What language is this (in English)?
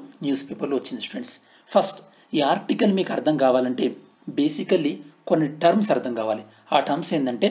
Telugu